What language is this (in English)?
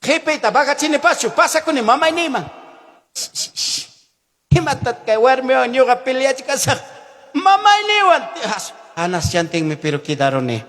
Ayacucho Quechua